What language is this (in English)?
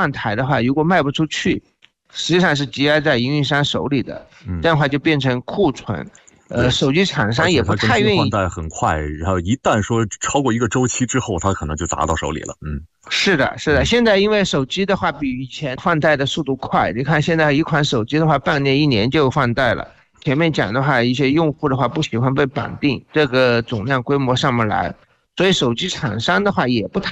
Chinese